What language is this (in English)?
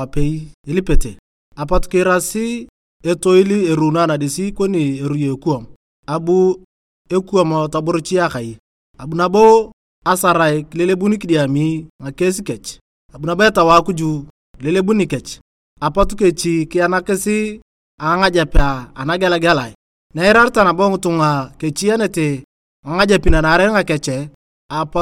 Turkana